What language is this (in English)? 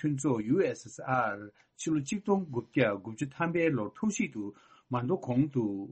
Tibetan